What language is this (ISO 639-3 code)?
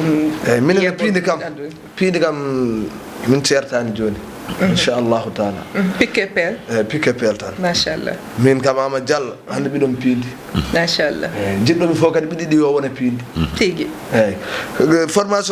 ful